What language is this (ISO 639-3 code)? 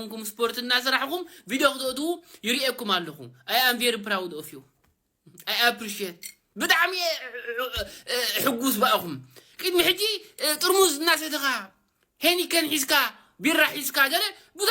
tir